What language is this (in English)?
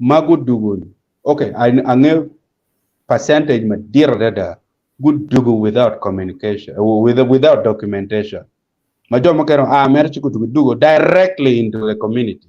Acoli